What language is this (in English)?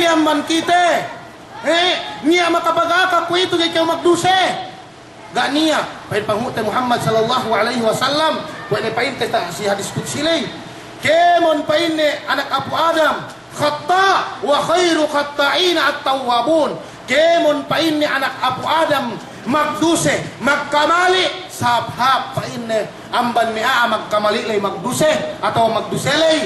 Yakan